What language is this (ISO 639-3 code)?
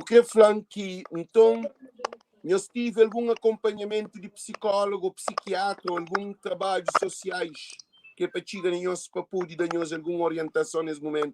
kea